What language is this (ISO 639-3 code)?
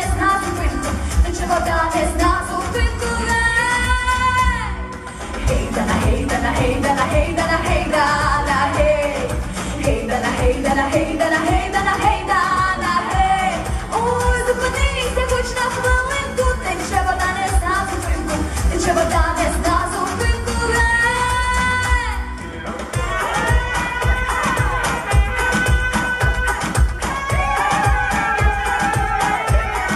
ukr